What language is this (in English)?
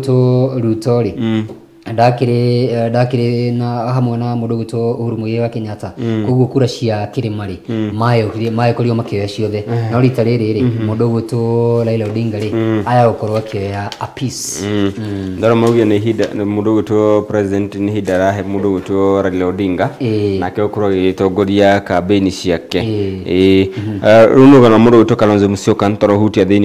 Kikuyu